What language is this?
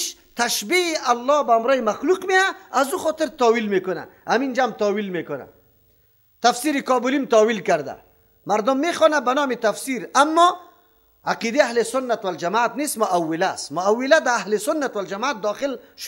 Persian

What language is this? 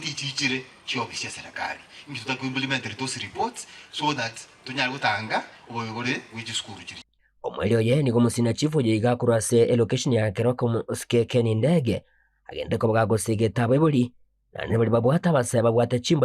Gusii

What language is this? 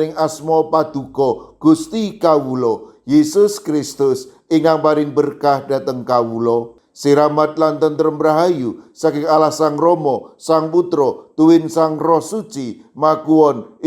Javanese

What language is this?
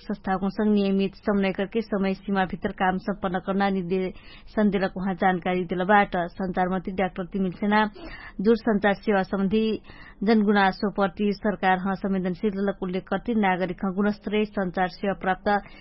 Dangaura Tharu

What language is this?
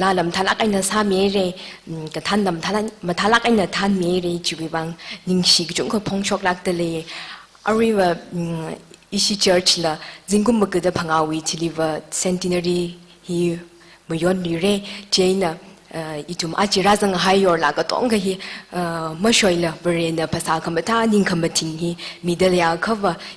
Tangkhul Naga (India)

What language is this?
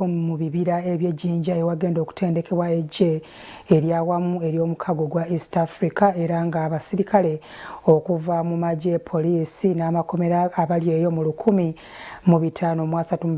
Ganda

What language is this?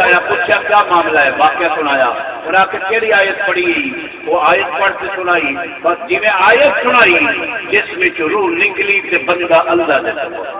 Saraiki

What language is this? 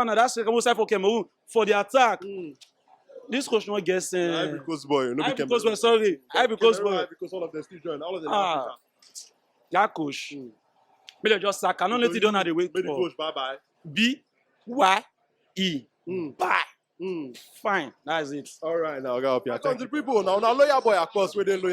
Nigerian Pidgin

